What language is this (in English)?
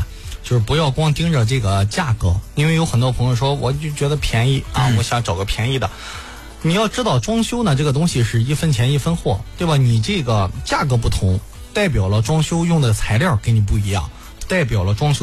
Chinese